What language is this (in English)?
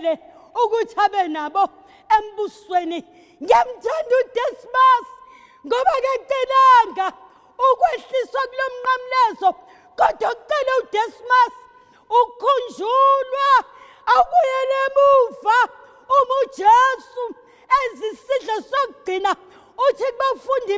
Zulu